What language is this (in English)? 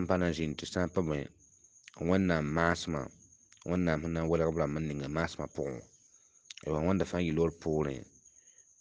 Mossi